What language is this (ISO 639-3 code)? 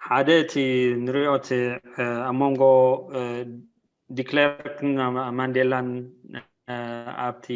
tir